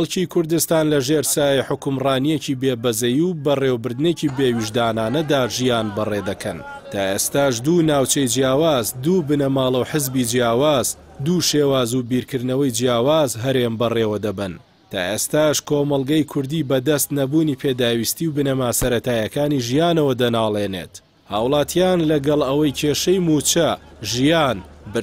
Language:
Central Kurdish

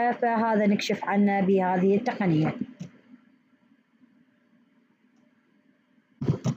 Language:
Arabic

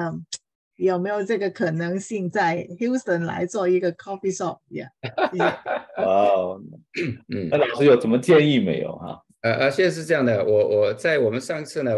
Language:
Chinese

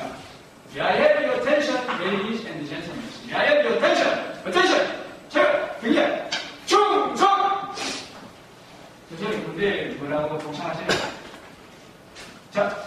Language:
Korean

